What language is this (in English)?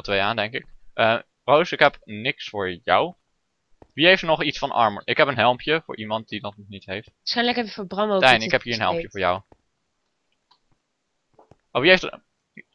Dutch